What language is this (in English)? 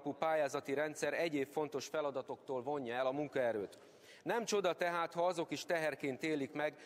Hungarian